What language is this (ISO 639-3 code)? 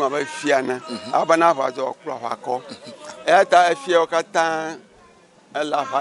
ewe